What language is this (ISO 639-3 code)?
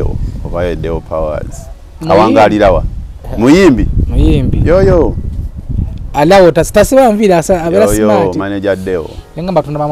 lug